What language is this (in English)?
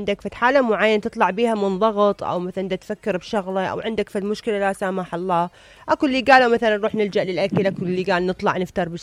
Mesopotamian Arabic